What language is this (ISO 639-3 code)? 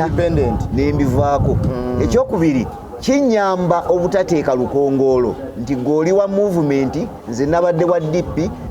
lug